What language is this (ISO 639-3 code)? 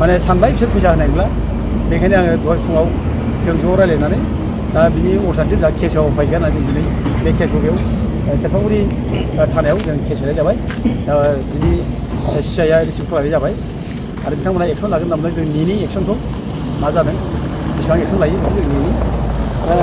brx